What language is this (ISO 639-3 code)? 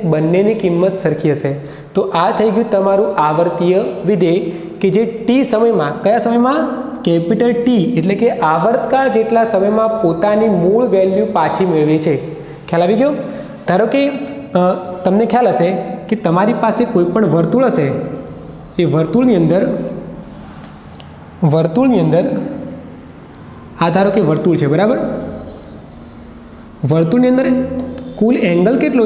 guj